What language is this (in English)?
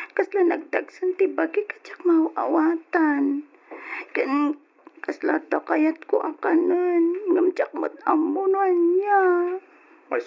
Iloko